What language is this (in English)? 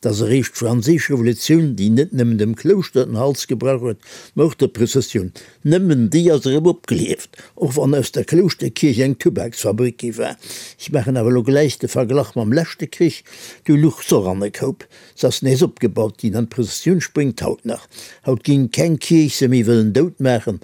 Luxembourgish